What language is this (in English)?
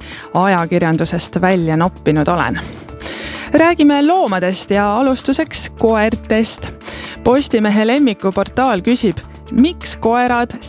Estonian